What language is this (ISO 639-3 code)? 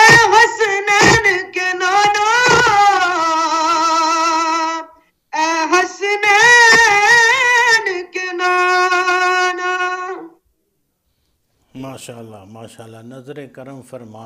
urd